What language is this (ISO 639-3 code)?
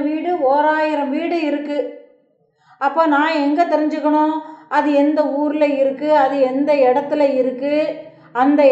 tam